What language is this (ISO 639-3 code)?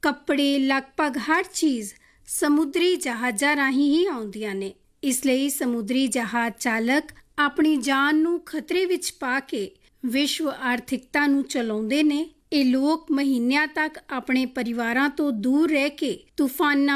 pan